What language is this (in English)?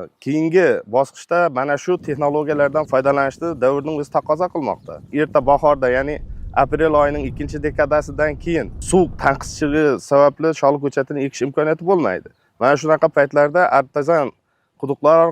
Uzbek